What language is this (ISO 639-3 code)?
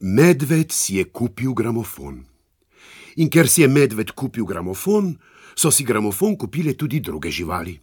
slv